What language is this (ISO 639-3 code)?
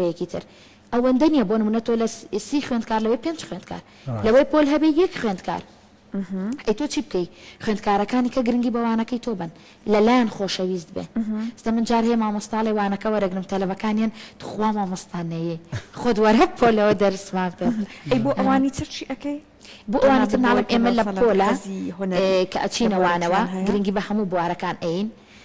ckb